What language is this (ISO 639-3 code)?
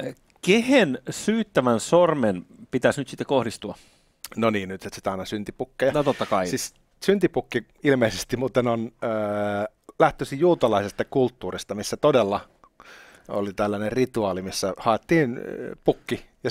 fin